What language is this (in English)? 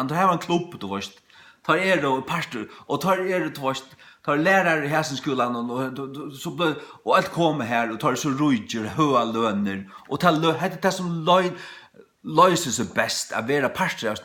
Faroese